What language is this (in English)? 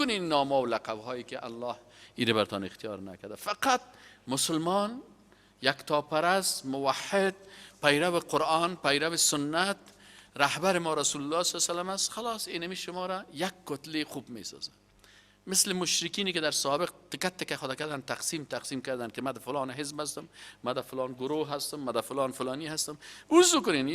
Persian